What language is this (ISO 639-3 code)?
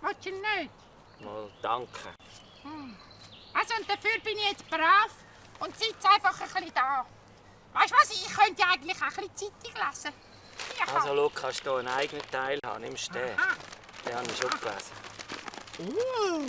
gsw